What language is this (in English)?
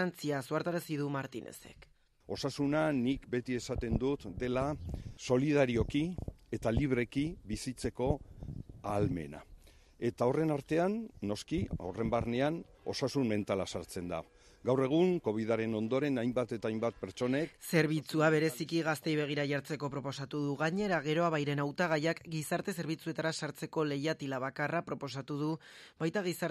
Basque